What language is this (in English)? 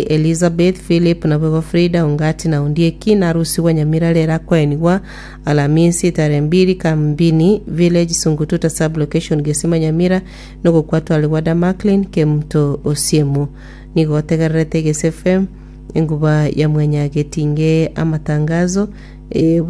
Gusii